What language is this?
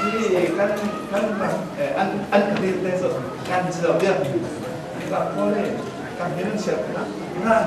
Falam Chin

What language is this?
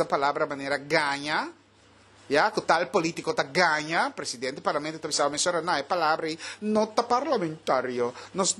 Papiamento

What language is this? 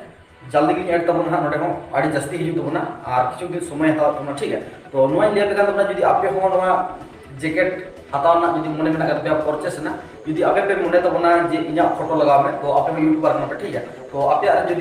Santali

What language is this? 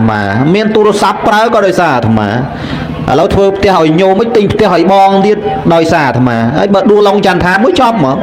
Khmer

